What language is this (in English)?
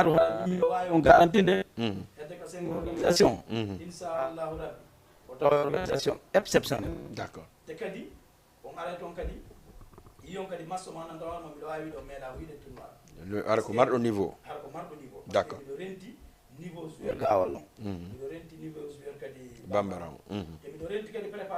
Fula